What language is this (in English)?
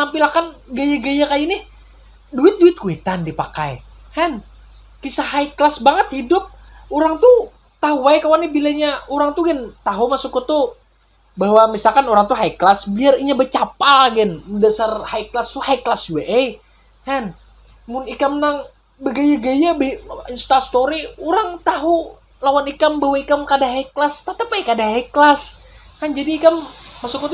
Banjar